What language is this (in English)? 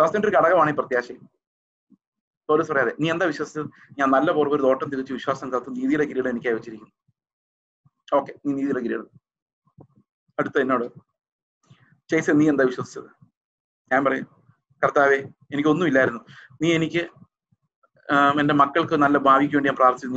Malayalam